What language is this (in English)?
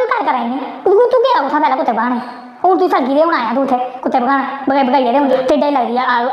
Dogri